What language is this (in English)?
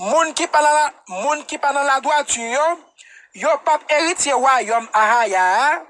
Haitian Creole